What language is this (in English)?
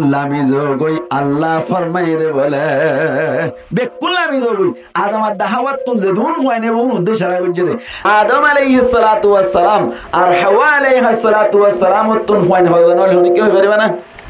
Rohingya